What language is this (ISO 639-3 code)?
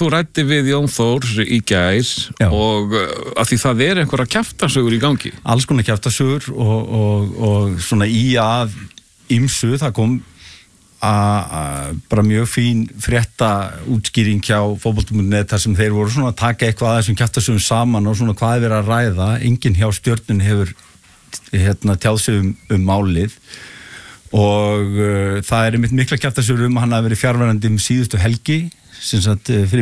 isl